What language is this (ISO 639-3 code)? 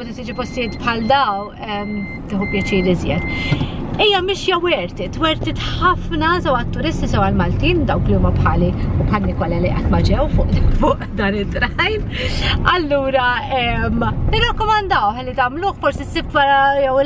mlt